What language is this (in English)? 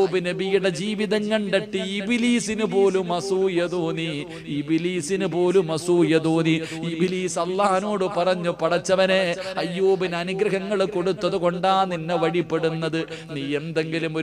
Malayalam